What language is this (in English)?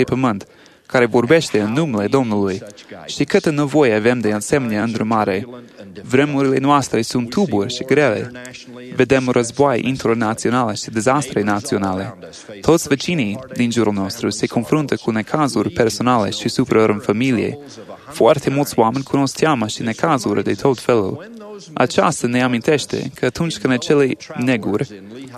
Romanian